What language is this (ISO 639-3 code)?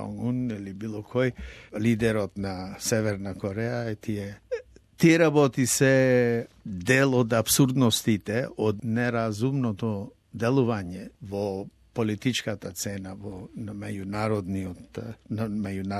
mkd